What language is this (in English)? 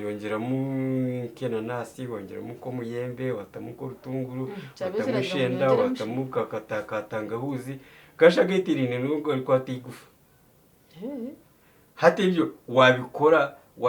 Nyankole